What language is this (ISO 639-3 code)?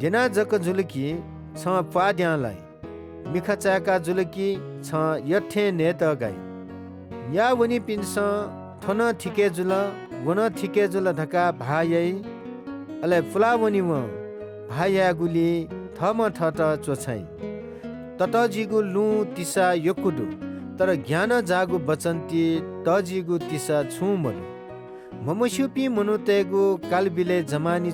new